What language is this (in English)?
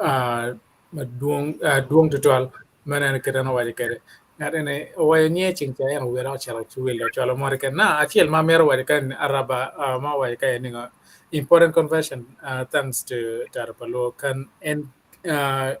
Acoli